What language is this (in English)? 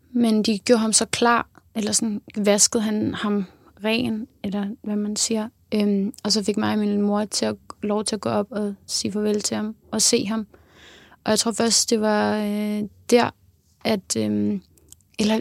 Danish